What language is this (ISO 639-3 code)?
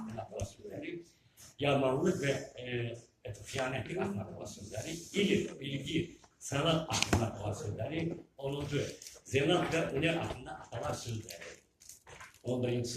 crh